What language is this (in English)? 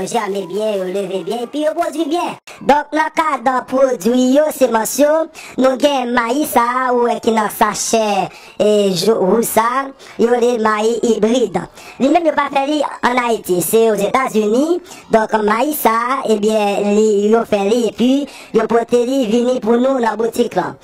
Haitian Creole